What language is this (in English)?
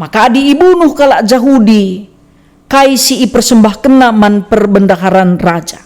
Batak Karo